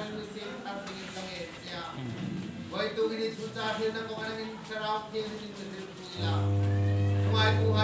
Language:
Hmar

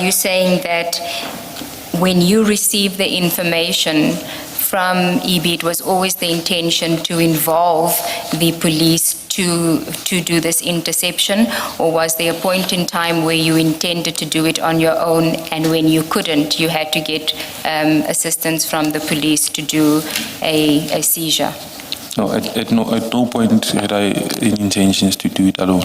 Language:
Tsonga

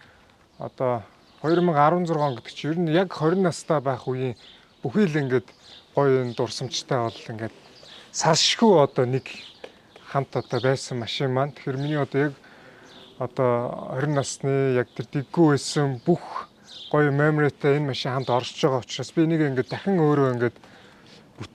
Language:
Mongolian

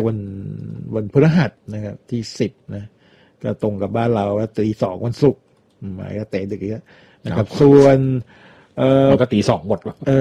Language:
Thai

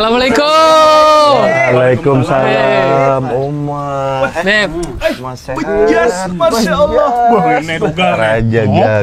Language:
Banjar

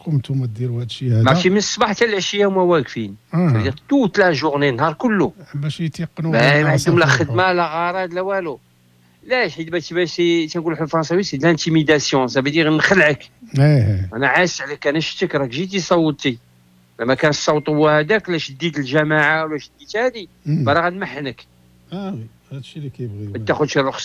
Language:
Moroccan Arabic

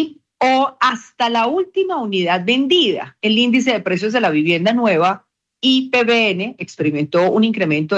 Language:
Spanish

